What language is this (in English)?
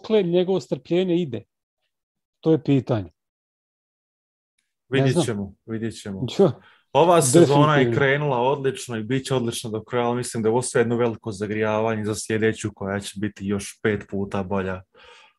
Croatian